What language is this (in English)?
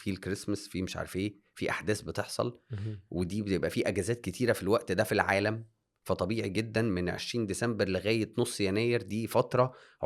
Egyptian Arabic